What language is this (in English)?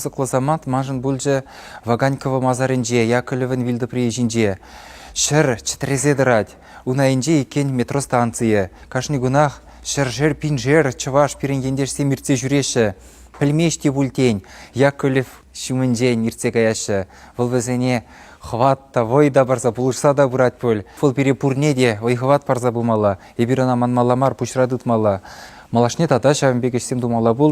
Chuvash